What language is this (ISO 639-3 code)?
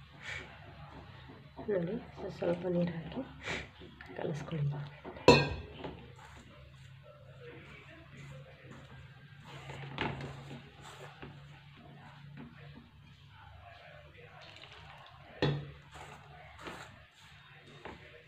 kan